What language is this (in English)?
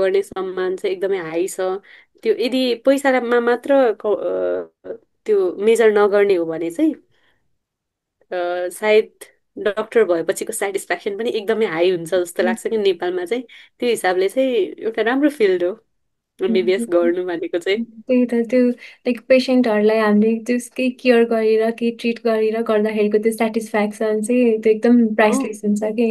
Nepali